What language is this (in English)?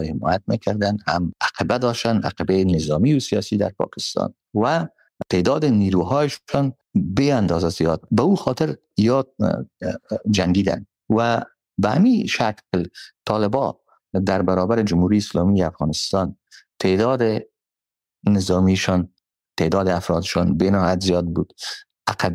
Persian